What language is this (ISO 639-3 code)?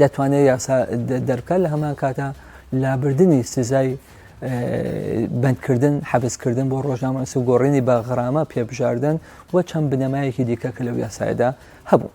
ckb